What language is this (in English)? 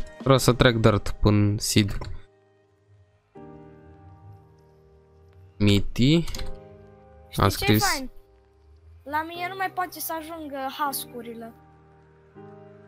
Romanian